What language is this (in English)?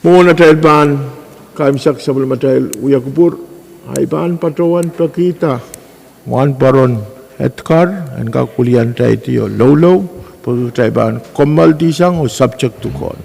Pohnpeian